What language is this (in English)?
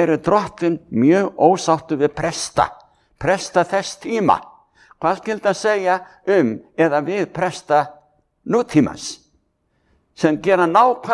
Icelandic